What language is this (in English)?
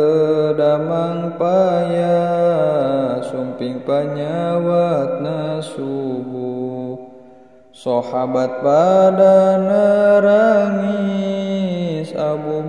Sundanese